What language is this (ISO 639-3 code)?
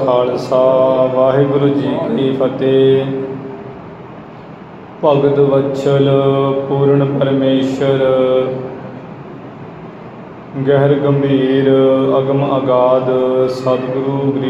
pan